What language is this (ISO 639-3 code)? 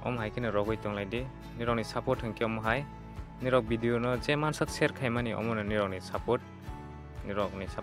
trp